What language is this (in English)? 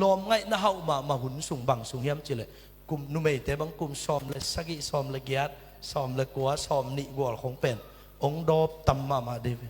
Tedim Chin